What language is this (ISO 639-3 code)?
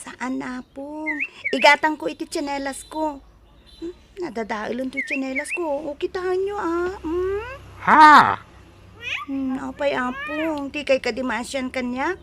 ilo